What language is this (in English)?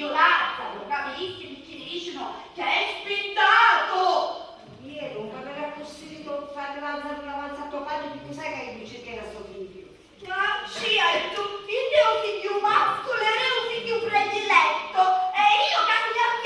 Sicilian